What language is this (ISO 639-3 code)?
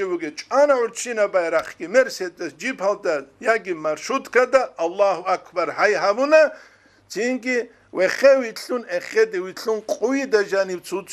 ava